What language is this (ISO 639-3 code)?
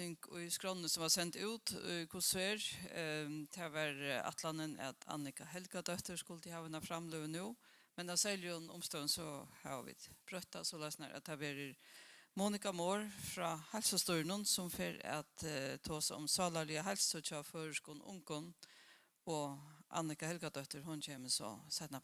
fao